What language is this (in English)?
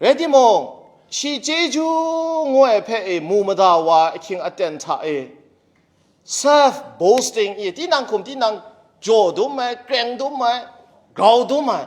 Kachin